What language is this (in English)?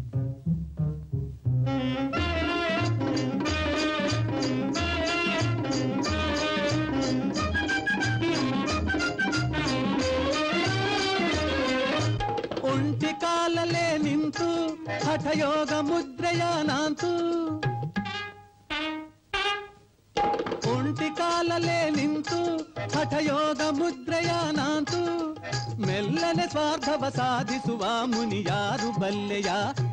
Kannada